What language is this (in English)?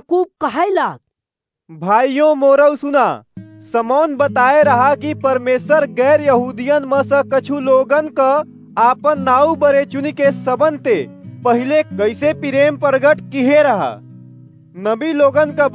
Awadhi